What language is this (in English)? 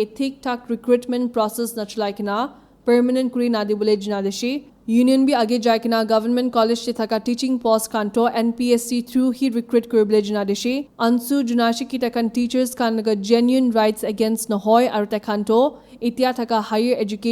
Naga Pidgin